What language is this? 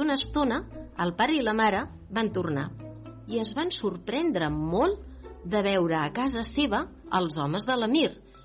Catalan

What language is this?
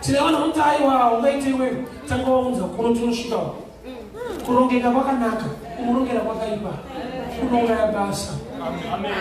Shona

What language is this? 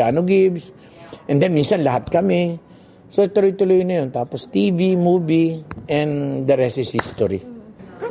Filipino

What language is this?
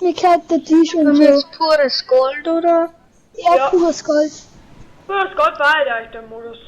Bavarian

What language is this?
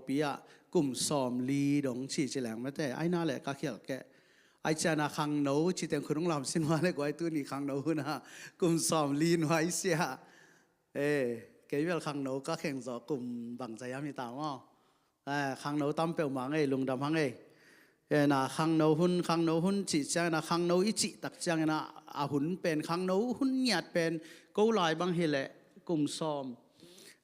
Tedim Chin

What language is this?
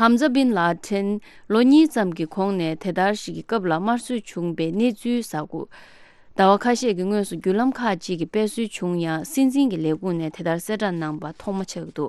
Tibetan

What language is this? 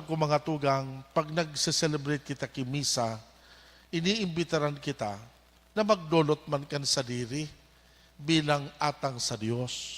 Bikol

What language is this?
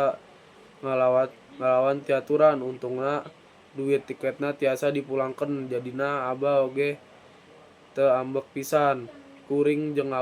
Sundanese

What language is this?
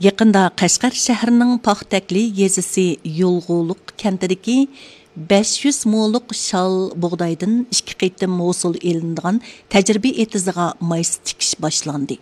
Uyghur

